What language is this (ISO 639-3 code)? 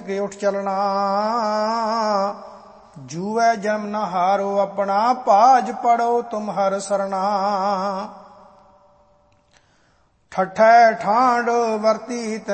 pan